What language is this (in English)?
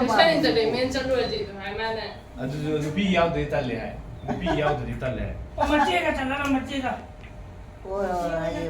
Manipuri